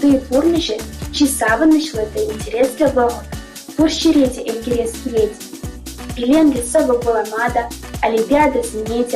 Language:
Chuvash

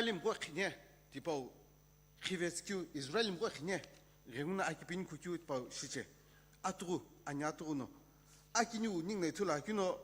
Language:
Sumi Naga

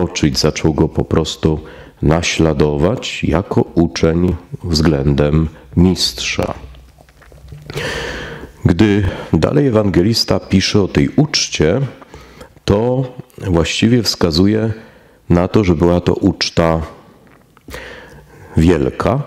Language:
Polish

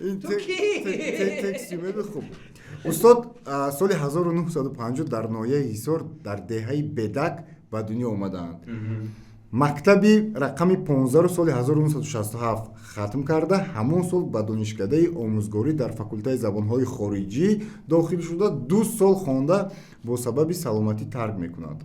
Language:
Tajik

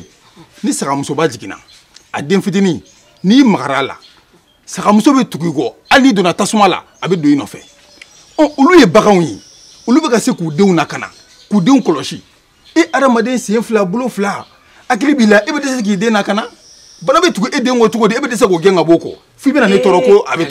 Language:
Bambara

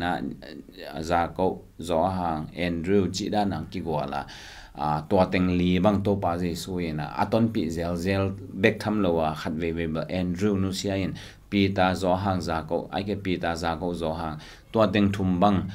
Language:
Tedim Chin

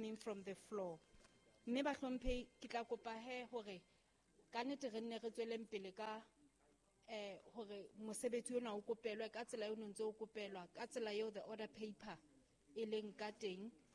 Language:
Southern Sotho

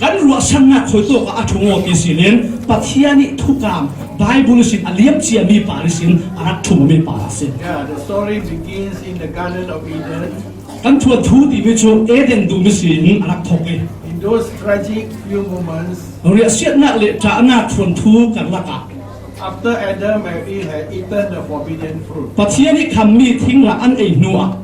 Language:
Falam Chin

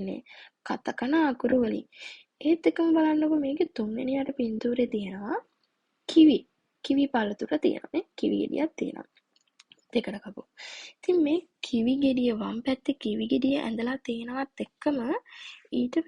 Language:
Sinhala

